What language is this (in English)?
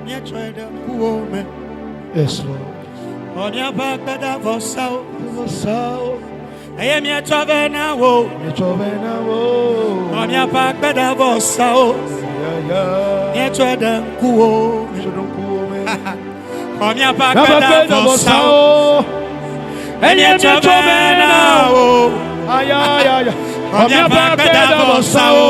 Ewe